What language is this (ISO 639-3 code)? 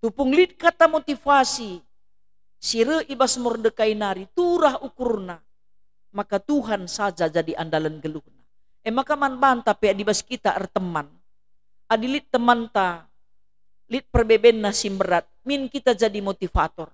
btx